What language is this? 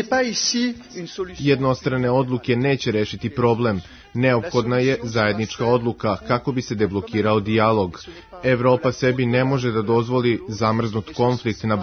Serbian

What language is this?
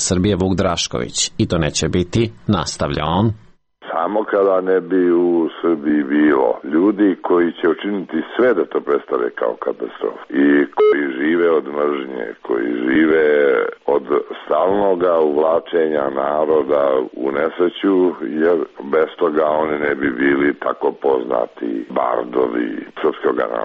Serbian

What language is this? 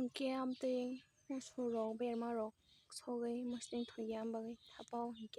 Kok Borok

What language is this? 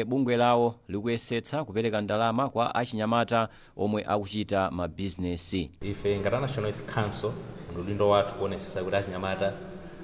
Nyanja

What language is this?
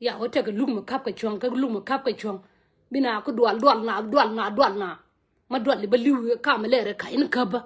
Nuer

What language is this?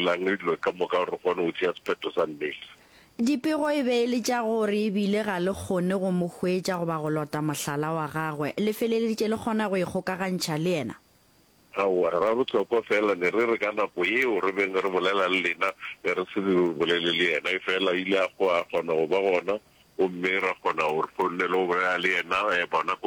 Northern Sotho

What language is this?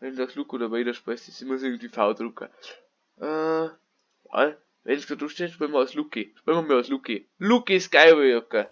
Bavarian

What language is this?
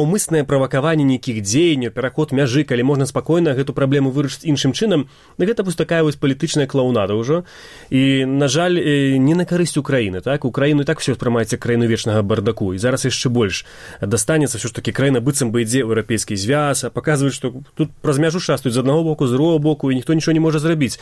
Belarusian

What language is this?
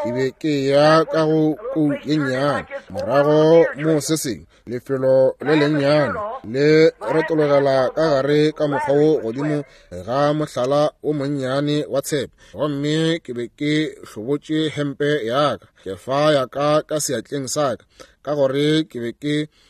Northern Sotho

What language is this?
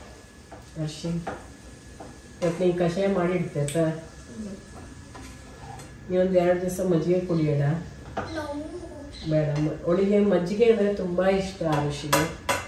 Kannada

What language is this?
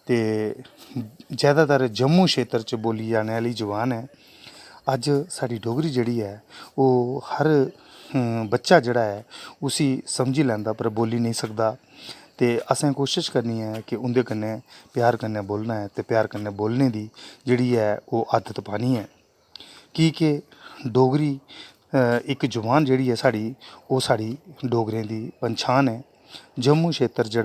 Dogri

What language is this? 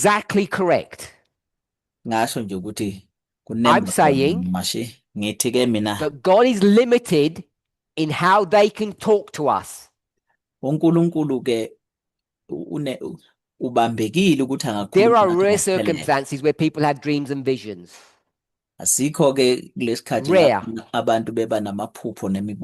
Zulu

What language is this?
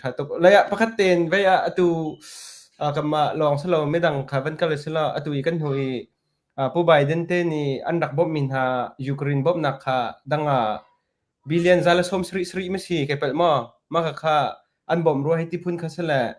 Hakha Chin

